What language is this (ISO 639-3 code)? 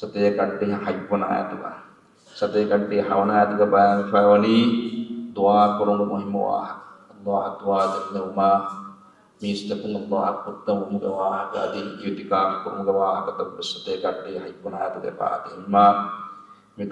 div